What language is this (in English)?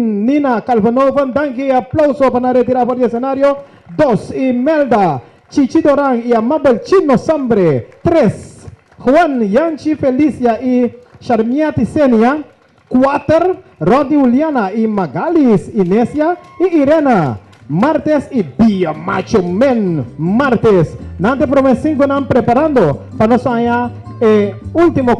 Papiamento